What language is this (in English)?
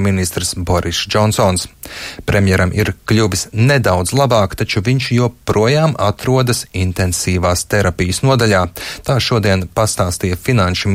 Latvian